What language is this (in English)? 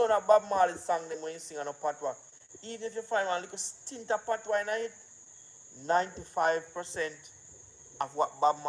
Jamaican Creole English